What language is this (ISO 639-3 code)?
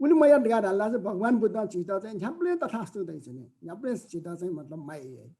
new